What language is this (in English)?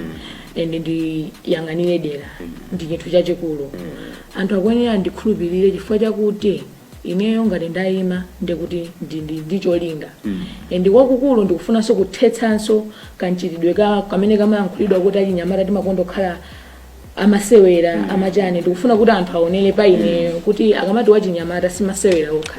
Nyanja